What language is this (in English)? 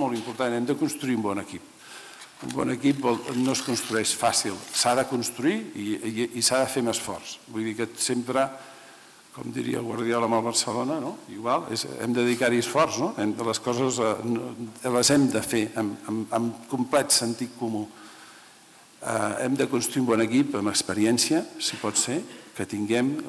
Catalan